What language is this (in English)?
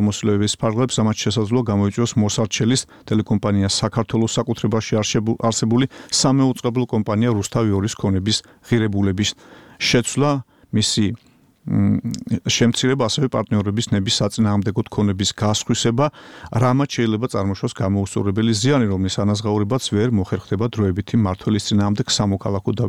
Georgian